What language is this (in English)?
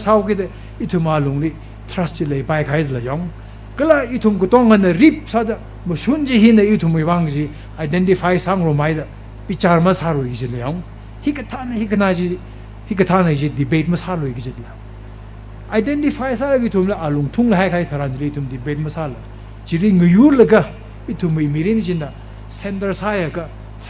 Tangkhul Naga (India)